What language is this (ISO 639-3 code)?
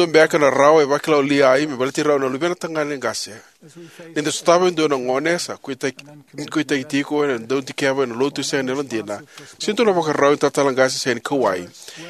fij